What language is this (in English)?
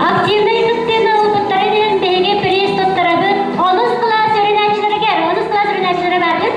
Yakut